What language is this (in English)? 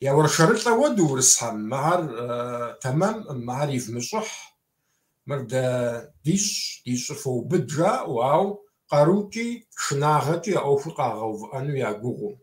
Kabardian